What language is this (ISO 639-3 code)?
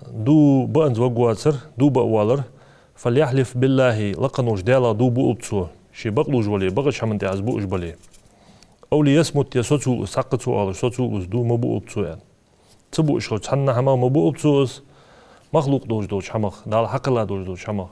inh